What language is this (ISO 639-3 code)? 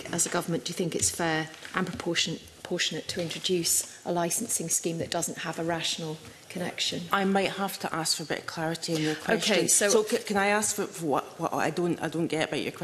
eng